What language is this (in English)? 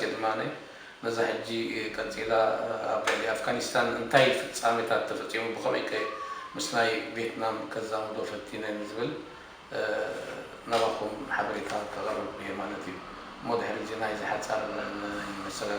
Tigrinya